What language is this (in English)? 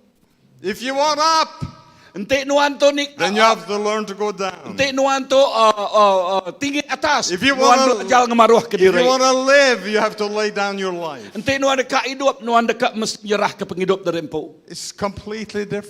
Iban